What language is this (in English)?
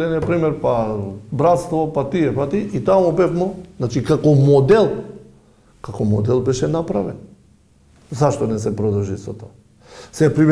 Macedonian